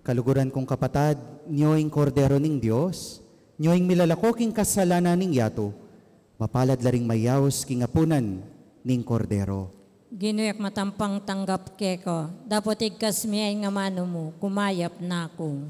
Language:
Pampanga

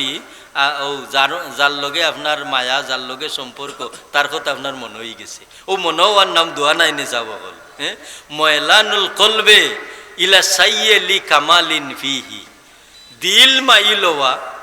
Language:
Sylheti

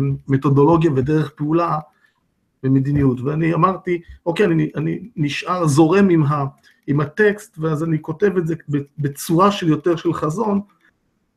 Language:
Hebrew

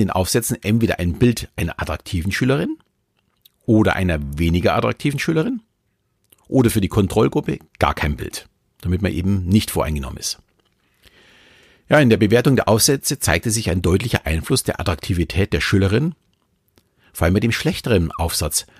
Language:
German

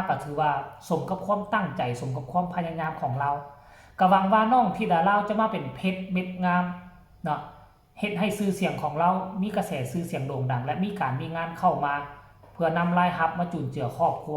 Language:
Northeastern Thai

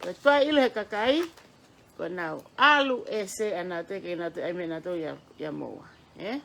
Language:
Tongan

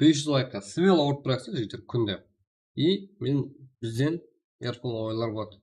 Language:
Kara-Kalpak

